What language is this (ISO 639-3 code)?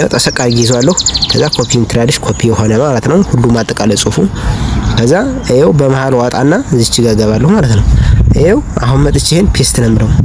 amh